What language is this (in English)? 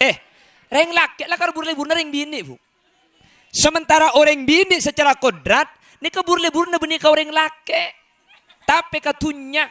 Madurese